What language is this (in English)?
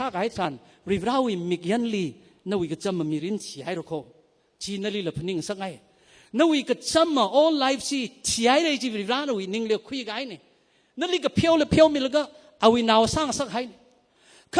Tangkhul Naga (India)